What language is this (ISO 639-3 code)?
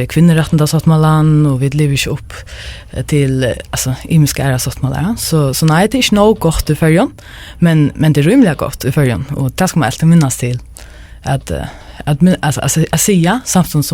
fao